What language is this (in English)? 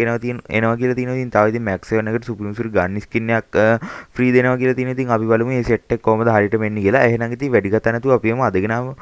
Sinhala